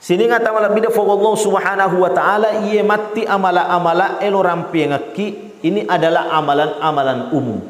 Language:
Buginese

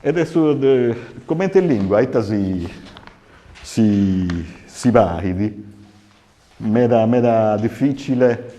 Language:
Sardinian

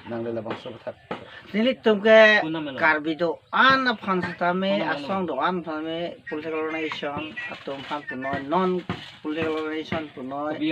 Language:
Karbi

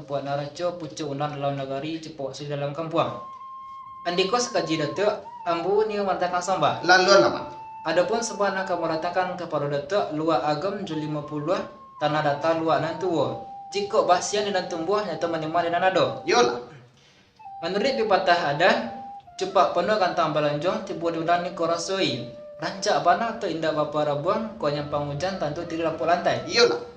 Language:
Minangkabau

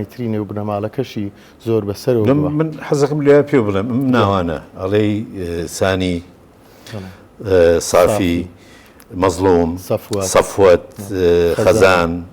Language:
Central Kurdish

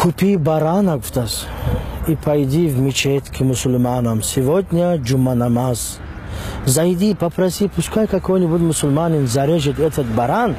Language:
Tajik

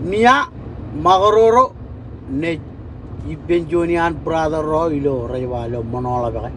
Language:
Marshallese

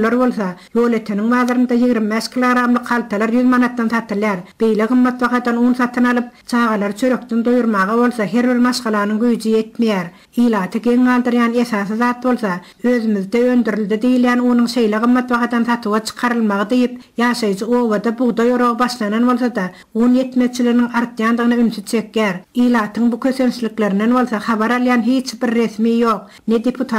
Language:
Turkmen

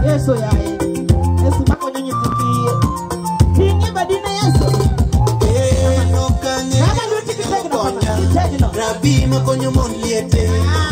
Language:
Luo (Kenya and Tanzania)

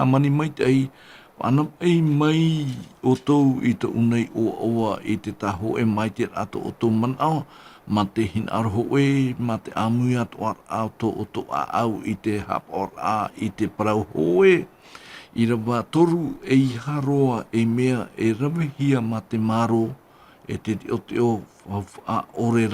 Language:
Tahitian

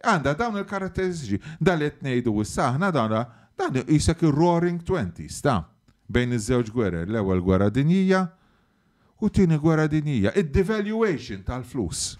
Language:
Maltese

